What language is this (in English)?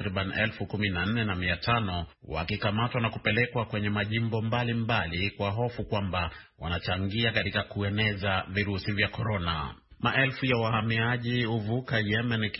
Swahili